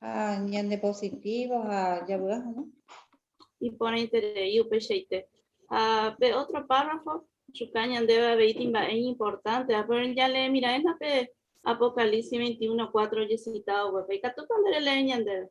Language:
Guarani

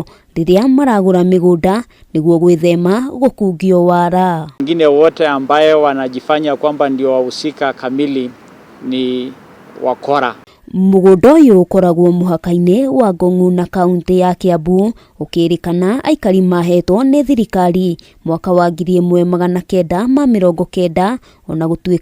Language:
Kikuyu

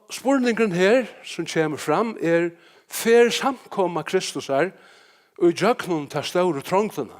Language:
Faroese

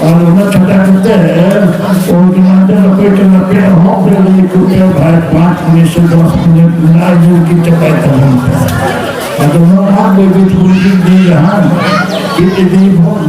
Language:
Santali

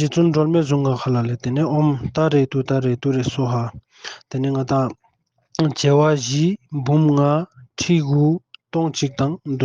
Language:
Ladakhi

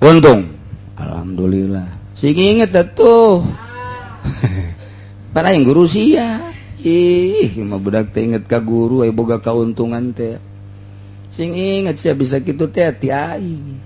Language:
Sundanese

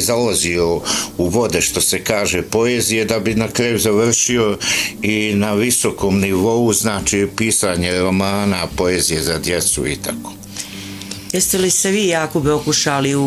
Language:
Bosnian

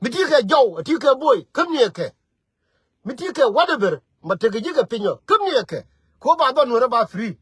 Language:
Nuer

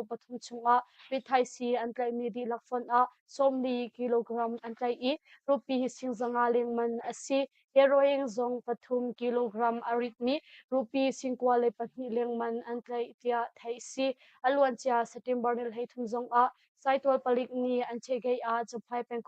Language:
Hakha Chin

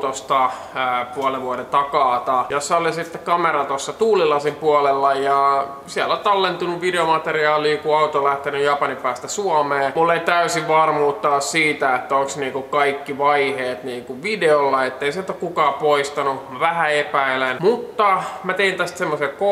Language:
Finnish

